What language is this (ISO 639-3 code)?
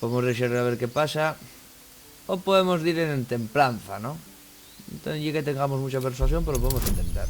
ast